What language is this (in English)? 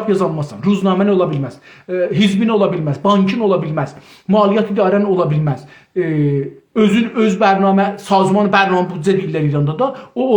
South Azerbaijani